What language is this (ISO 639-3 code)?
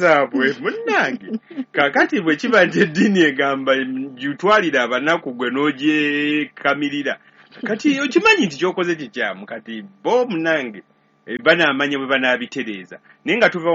lug